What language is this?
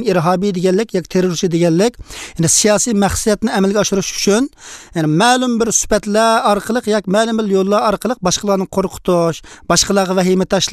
Uyghur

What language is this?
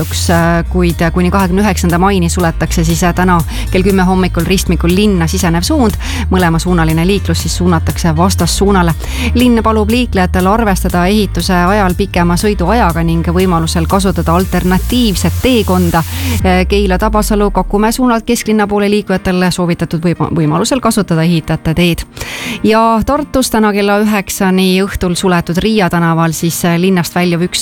Estonian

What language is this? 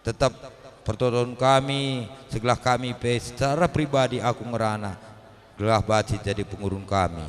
Batak Karo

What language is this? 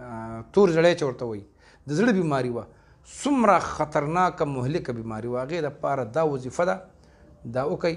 Pashto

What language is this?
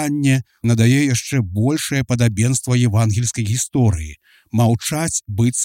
Belarusian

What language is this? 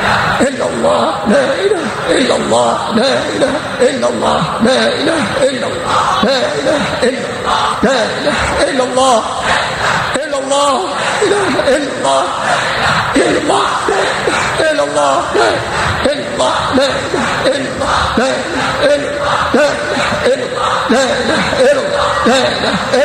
Arabic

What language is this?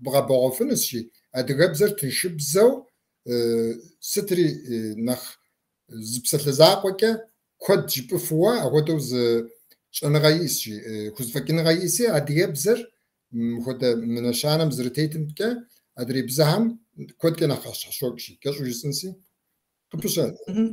Kabardian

